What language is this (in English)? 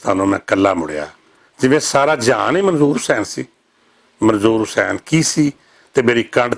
Western Panjabi